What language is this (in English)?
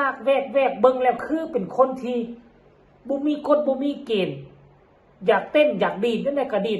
Northeastern Thai